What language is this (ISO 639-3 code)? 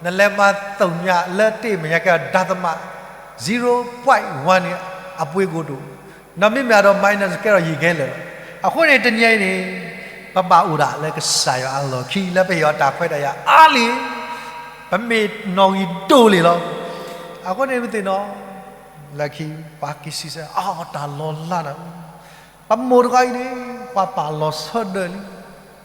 ksw